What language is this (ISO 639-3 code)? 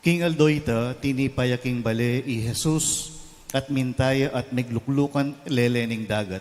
pam